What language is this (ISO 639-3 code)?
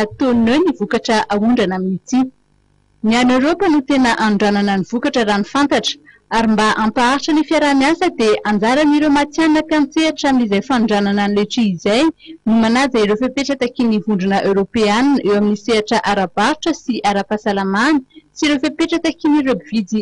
mlg